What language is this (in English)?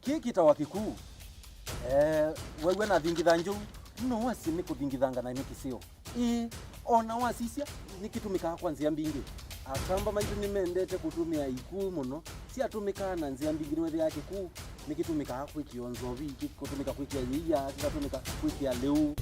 Kamba